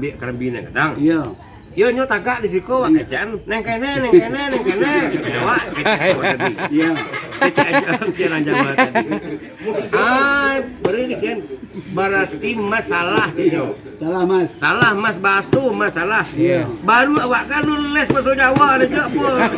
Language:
Minangkabau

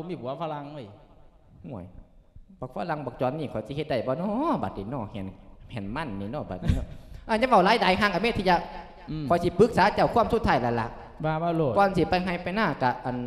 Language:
Lao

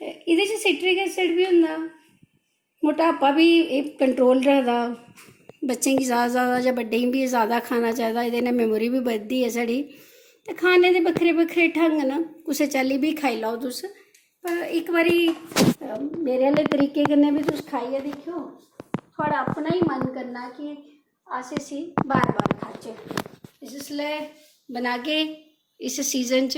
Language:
Dogri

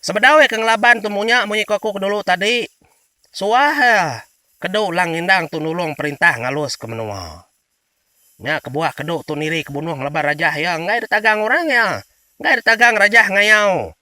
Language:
Iban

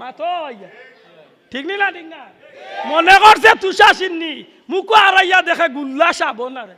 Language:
Sylheti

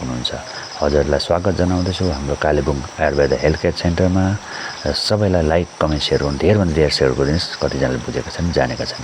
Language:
Nepali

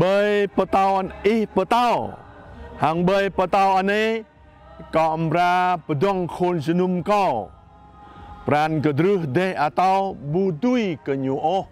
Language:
Jarai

